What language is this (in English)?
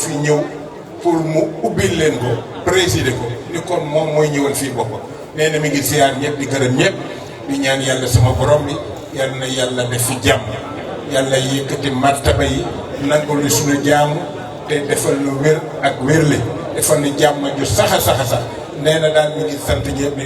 Wolof